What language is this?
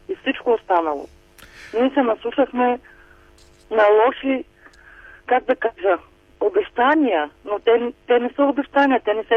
Bulgarian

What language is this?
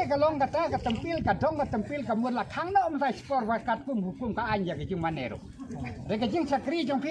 Khasi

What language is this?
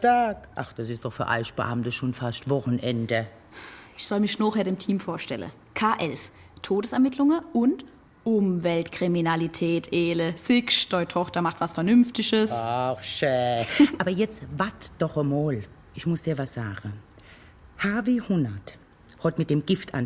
Swiss German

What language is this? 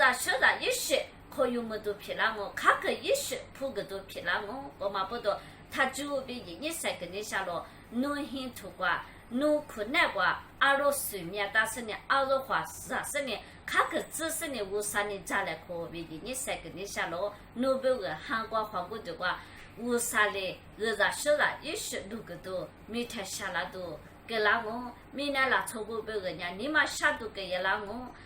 Lisu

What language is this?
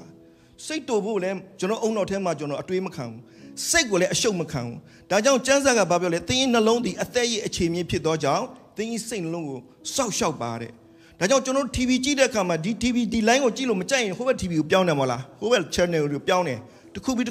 Burmese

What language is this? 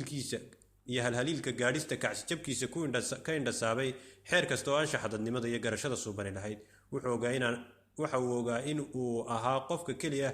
Somali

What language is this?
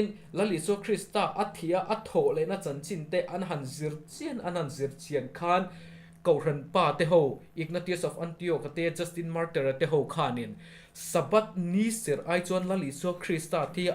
Mizo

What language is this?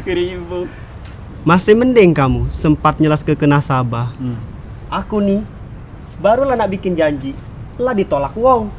Musi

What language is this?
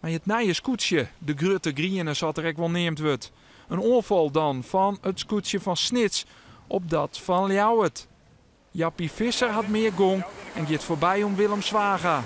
Western Frisian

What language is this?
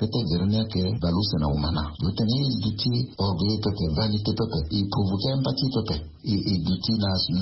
Sango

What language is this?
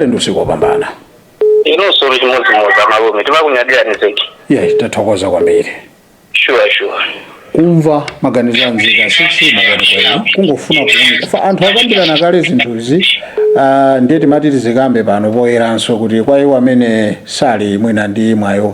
Nyanja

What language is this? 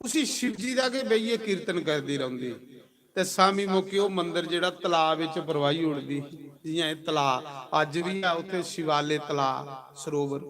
Dogri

